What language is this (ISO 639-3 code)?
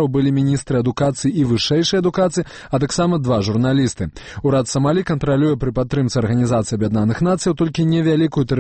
bel